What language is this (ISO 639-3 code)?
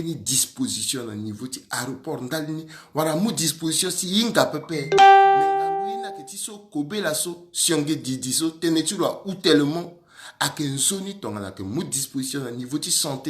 sag